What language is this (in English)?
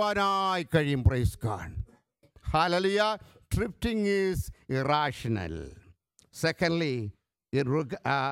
Malayalam